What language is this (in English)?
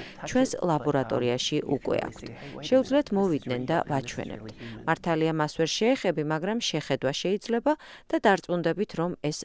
Georgian